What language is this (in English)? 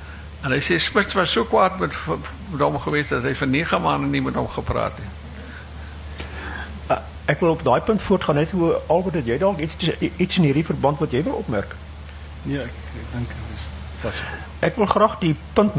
Afrikaans